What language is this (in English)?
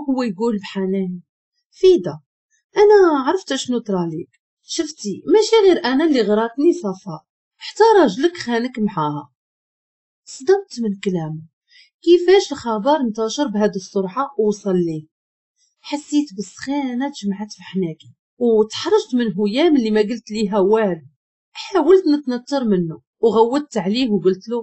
Moroccan Arabic